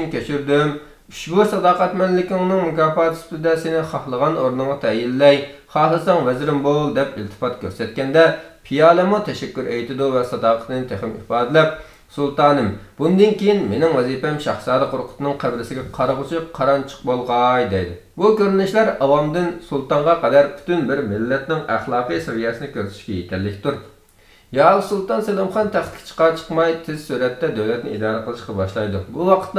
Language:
Uyghur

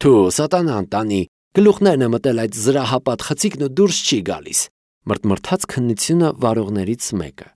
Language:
Armenian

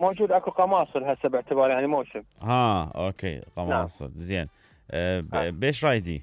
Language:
Mesopotamian Arabic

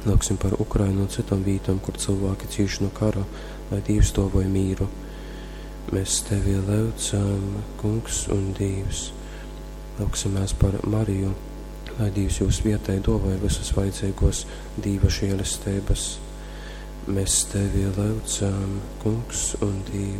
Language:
Latgalian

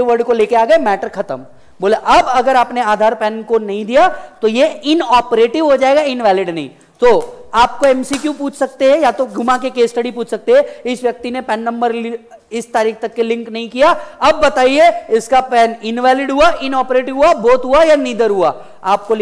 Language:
Hindi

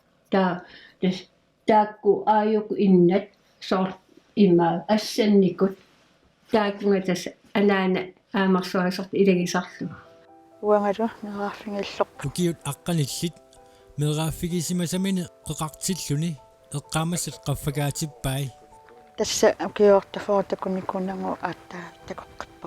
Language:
Kalaallisut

